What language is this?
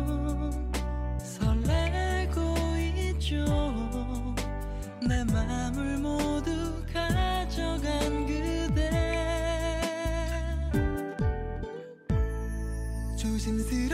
Korean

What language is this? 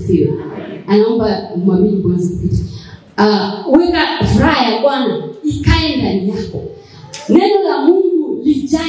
Swahili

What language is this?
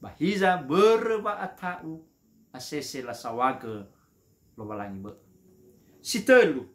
Nias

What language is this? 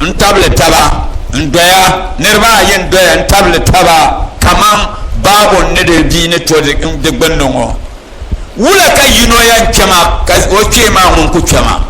Dagbani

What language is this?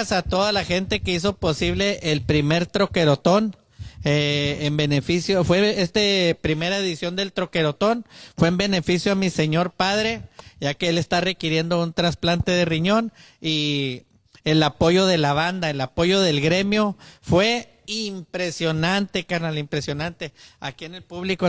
Spanish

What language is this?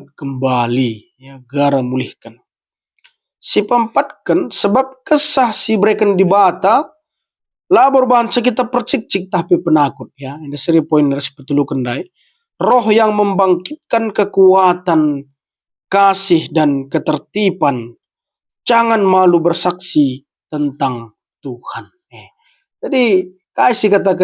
Batak Karo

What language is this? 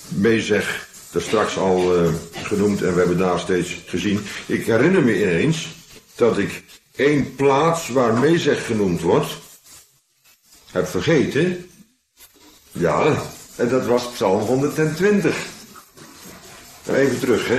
Dutch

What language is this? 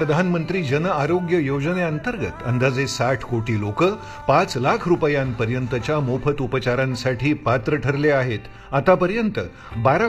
Marathi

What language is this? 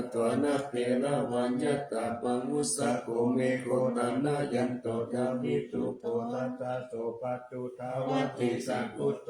Pali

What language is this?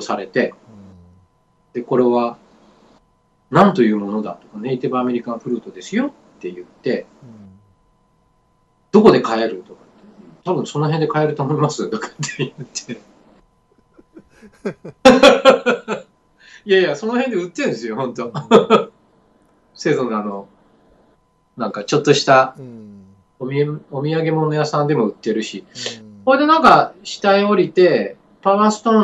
Japanese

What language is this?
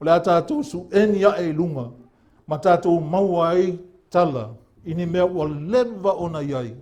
Samoan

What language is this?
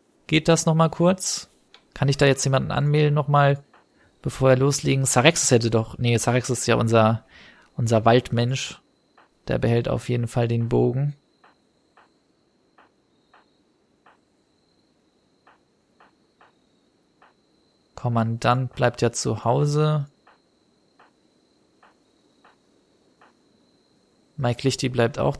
German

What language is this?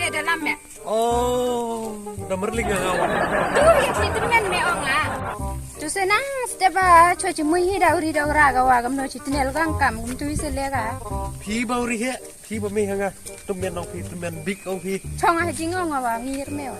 Khasi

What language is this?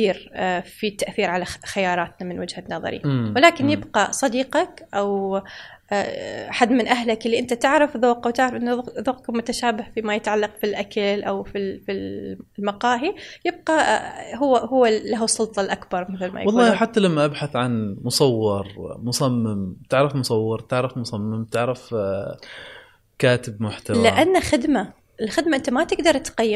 Gulf Arabic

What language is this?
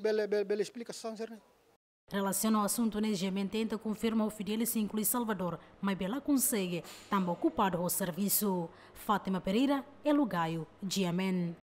Tetum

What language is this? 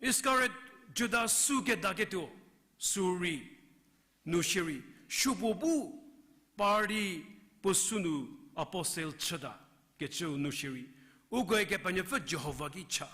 Angami Naga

